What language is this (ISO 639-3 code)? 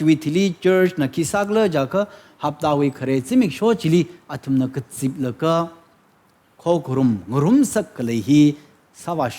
nmf